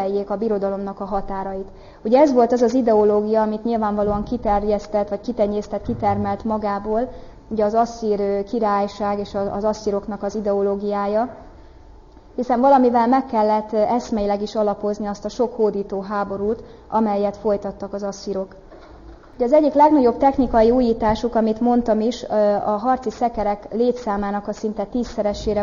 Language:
Hungarian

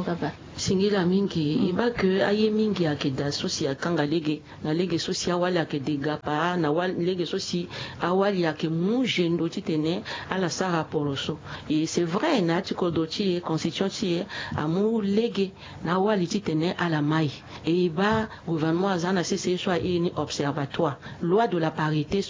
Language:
Sango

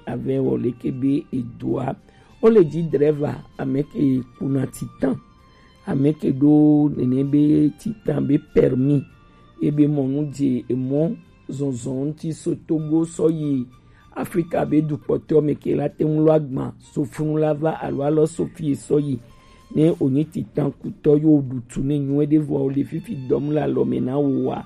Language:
Gen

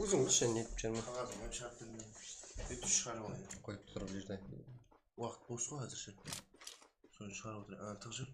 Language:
Kara-Kalpak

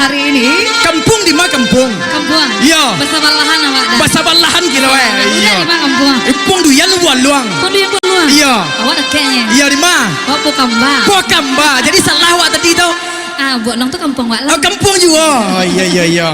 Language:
Minangkabau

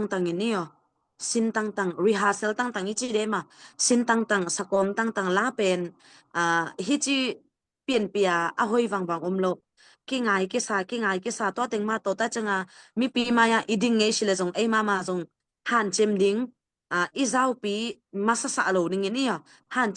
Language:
Tedim Chin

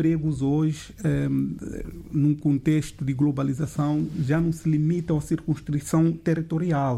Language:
Portuguese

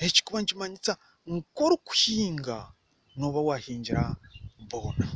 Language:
Nyankole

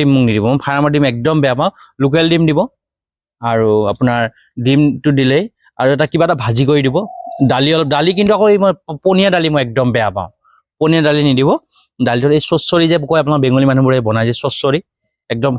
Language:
Assamese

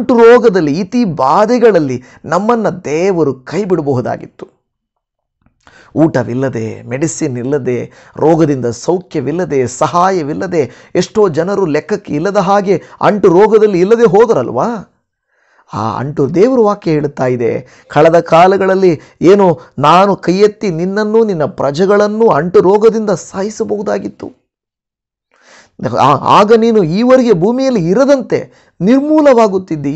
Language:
Kannada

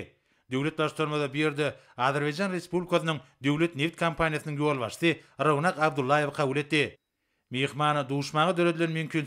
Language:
Turkmen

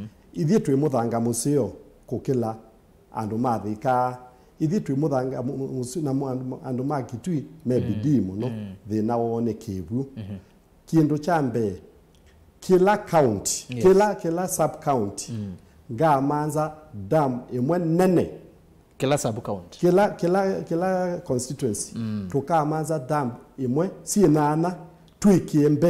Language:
Kamba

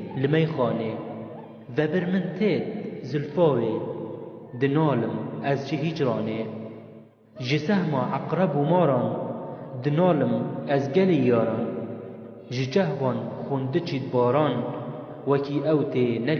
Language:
Kurdish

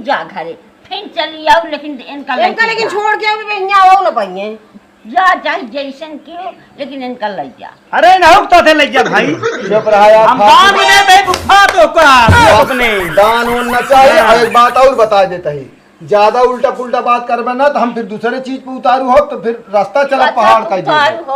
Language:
Awadhi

